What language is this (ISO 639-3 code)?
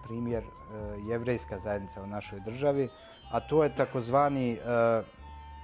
bos